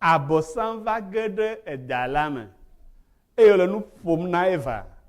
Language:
Ewe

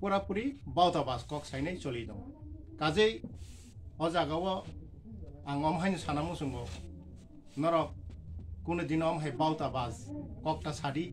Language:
Kok Borok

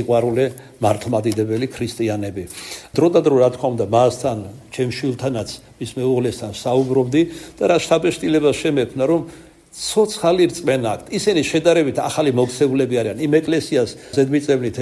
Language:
Georgian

